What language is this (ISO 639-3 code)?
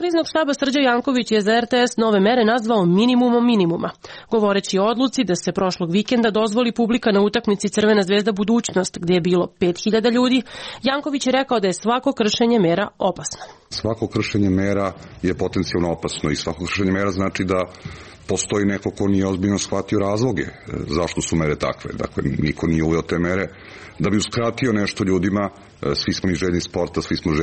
srp